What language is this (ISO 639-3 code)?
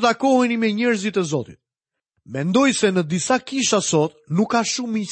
sqi